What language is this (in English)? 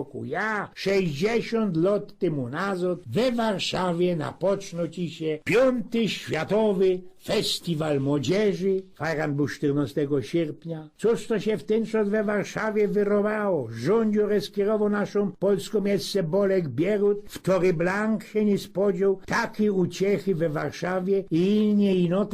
Silesian